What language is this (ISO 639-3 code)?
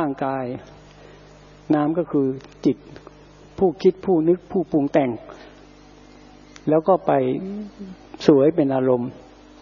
tha